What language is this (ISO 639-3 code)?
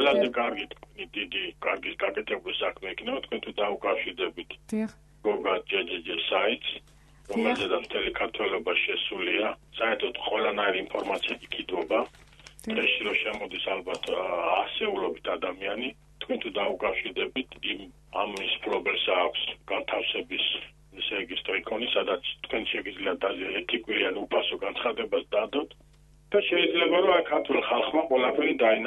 kat